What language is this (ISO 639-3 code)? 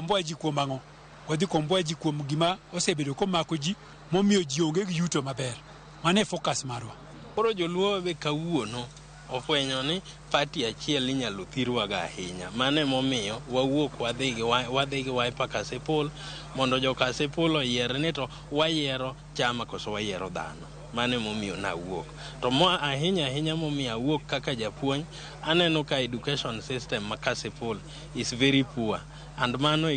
luo